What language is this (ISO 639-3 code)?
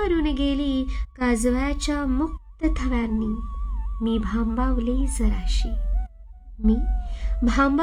mar